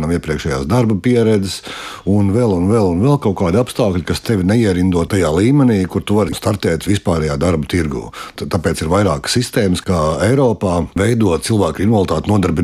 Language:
Latvian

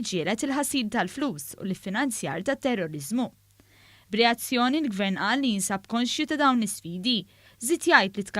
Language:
Maltese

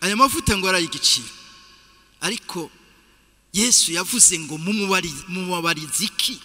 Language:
Rundi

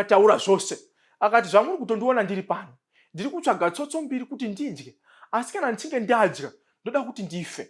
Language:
Shona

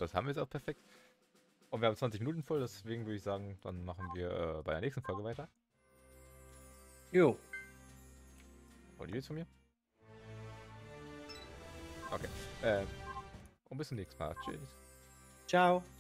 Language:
German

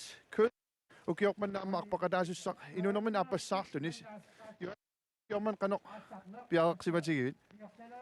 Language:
Kalaallisut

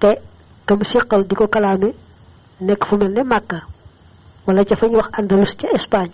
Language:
Wolof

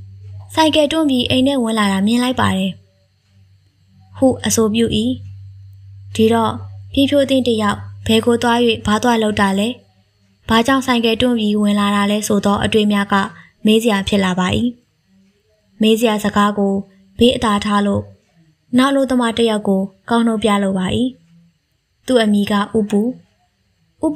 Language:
Burmese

